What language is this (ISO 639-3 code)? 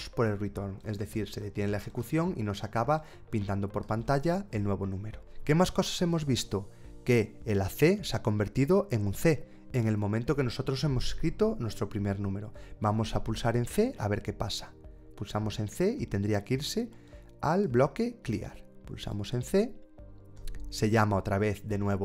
spa